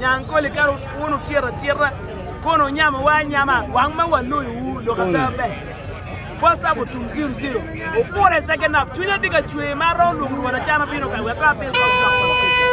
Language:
Acoli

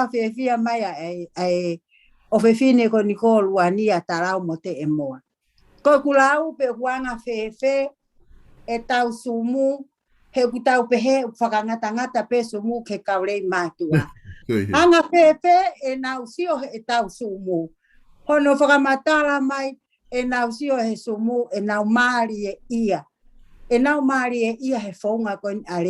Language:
Tongan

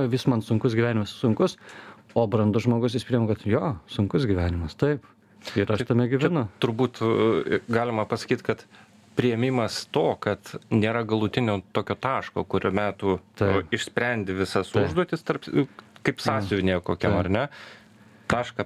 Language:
Lithuanian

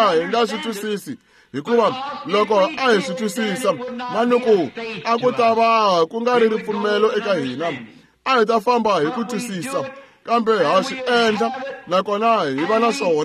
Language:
Tsonga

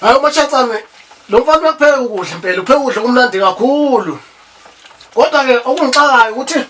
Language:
Zulu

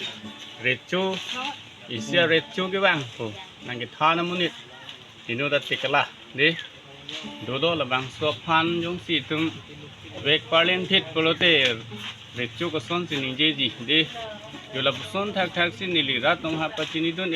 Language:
Karbi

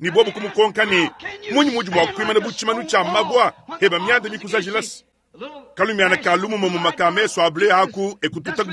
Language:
Luba-Lulua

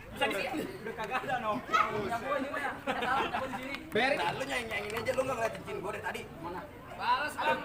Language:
Betawi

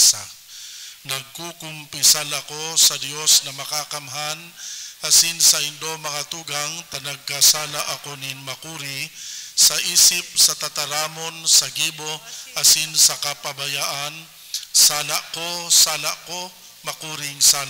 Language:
Bikol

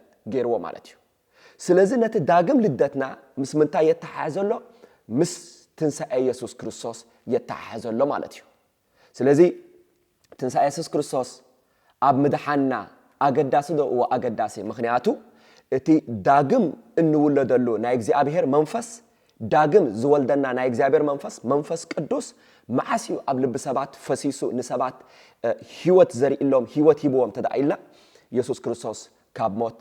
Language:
Tigrinya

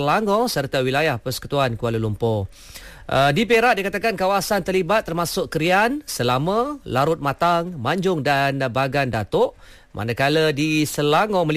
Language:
Malay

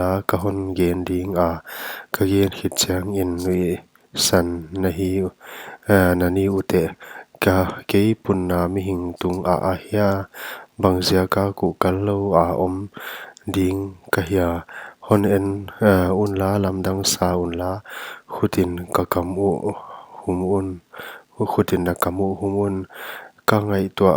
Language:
Paite Chin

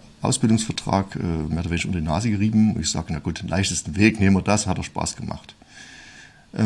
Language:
German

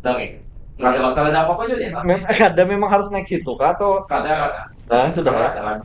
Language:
Banjar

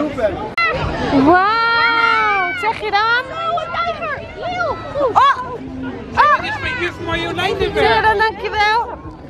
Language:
Dutch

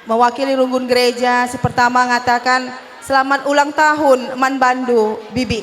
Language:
Batak Karo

